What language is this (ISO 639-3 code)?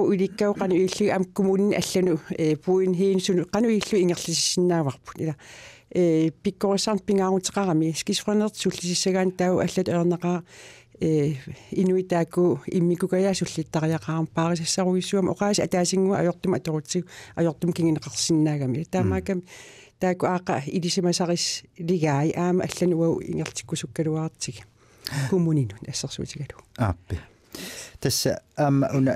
kal